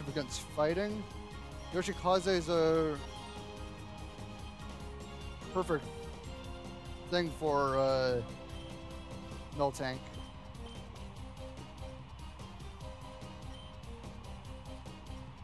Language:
English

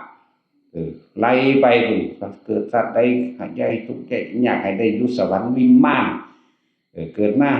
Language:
Northeastern Thai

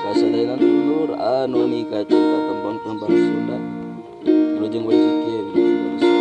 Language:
Sundanese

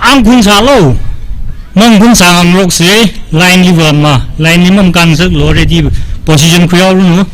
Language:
Tangkhul Naga (India)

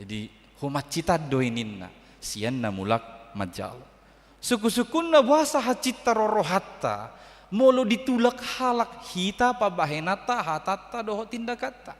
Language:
Batak Toba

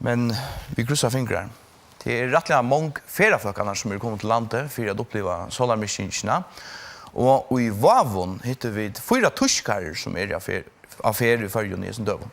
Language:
Faroese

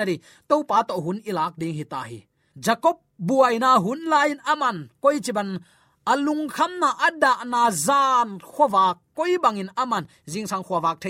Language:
Tedim Chin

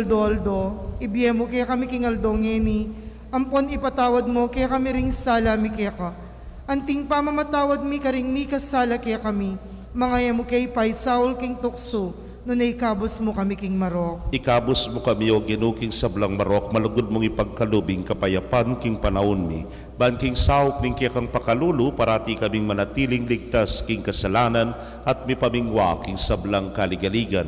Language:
Pampanga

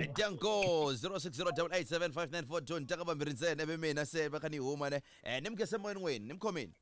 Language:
Tsonga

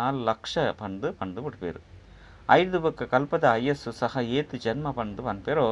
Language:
Tulu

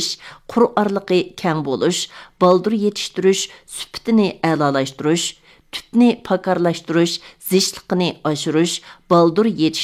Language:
Uyghur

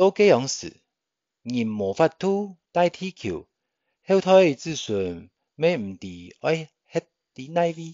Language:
Hakka Chinese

